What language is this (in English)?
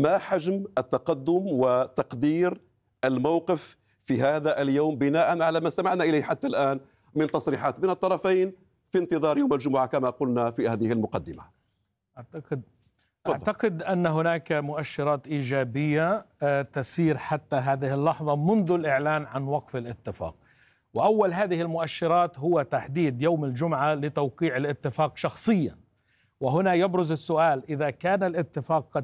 Arabic